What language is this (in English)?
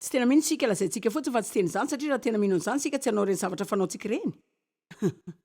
Malagasy